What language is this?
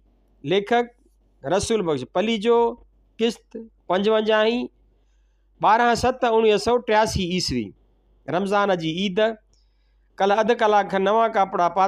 Sindhi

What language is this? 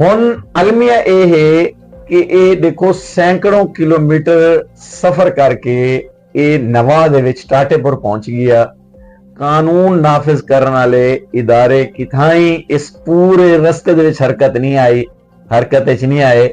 Western Panjabi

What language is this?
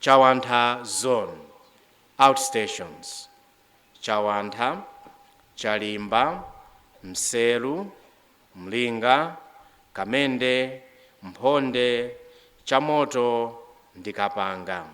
Nyanja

